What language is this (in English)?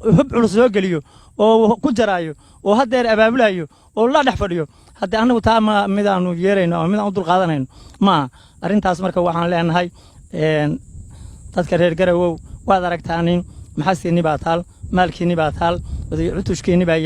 Somali